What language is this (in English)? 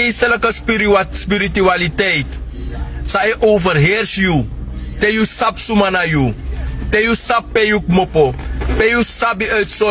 Sranan Tongo